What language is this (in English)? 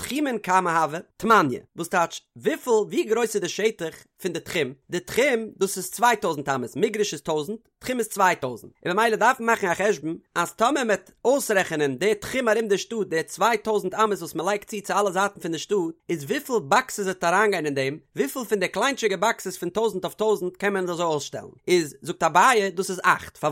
Yiddish